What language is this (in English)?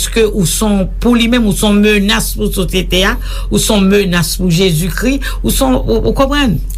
Haitian Creole